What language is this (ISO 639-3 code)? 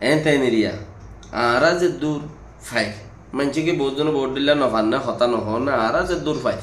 rhg